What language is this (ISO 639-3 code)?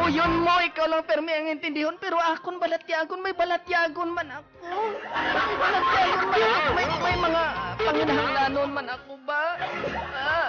hil